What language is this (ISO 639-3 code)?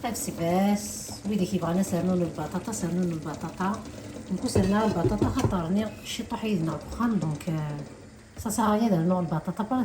kab